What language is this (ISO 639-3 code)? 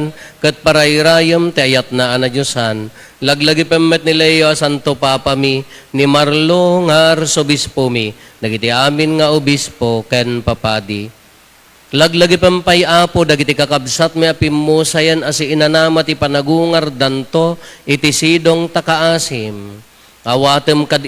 ilo